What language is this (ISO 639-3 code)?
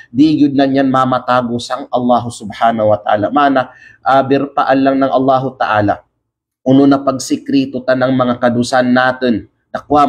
kqe